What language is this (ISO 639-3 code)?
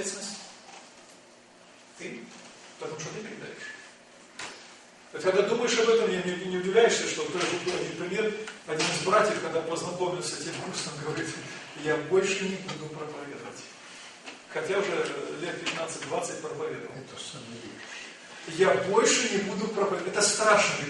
rus